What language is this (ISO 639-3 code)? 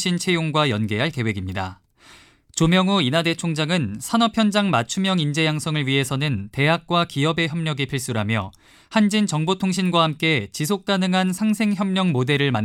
kor